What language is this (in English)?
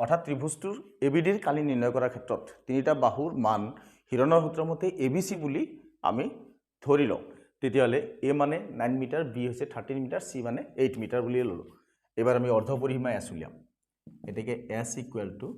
Assamese